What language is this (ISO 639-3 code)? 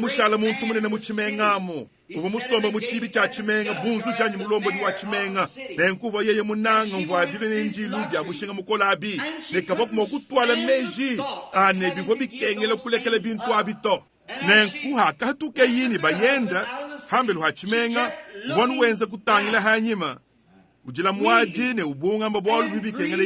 lua